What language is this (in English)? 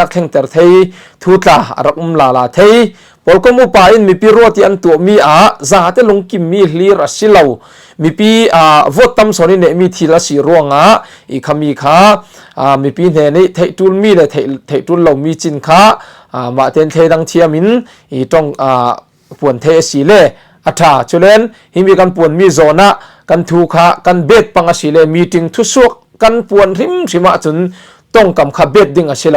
Falam Chin